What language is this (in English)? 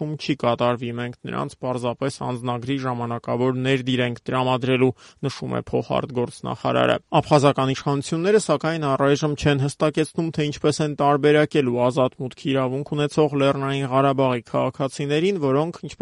Armenian